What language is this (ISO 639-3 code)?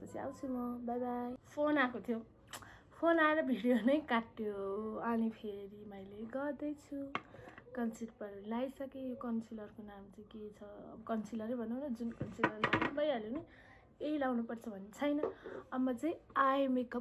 nep